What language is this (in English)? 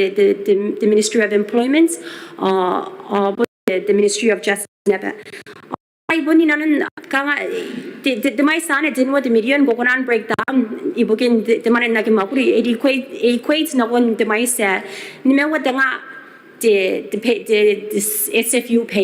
Gilbertese